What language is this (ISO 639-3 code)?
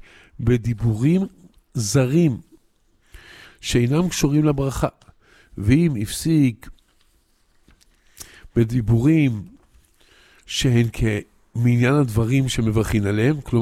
heb